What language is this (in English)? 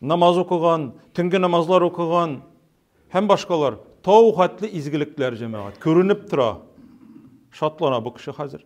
Tatar